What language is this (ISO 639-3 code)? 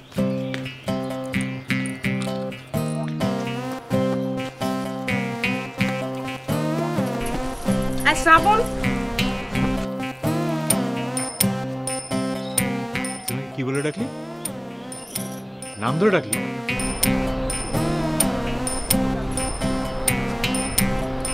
ben